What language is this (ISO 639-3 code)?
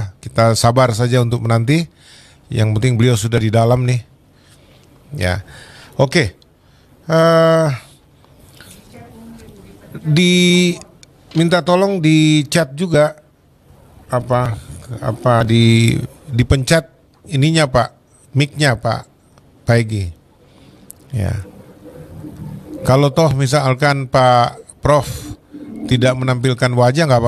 ind